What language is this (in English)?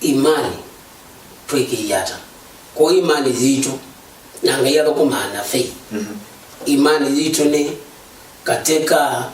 Kamba